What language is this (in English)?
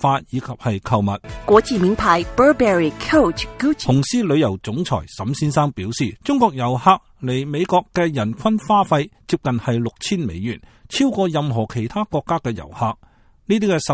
Cantonese